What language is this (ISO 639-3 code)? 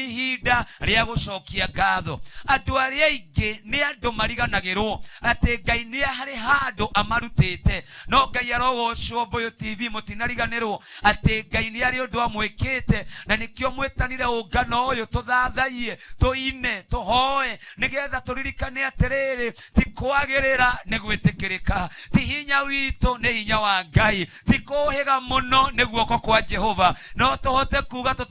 kik